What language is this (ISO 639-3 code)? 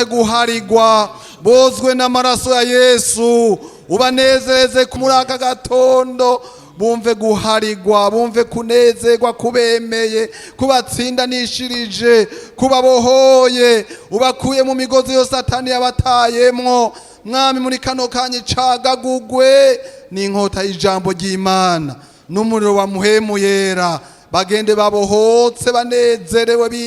run